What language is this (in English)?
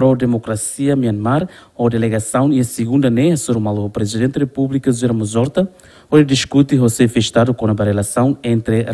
Tetum